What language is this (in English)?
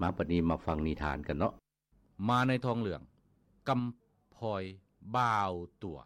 Lao